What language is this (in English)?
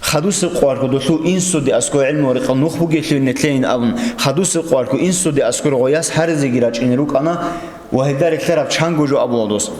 Avaric